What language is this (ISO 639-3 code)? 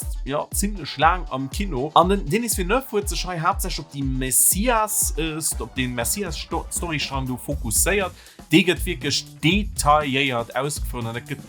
ltz